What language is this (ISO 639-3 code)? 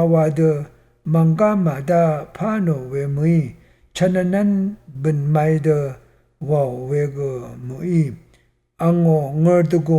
raw